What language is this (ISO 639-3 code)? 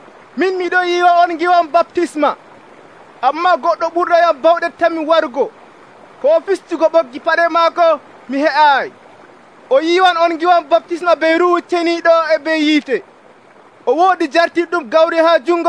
fuv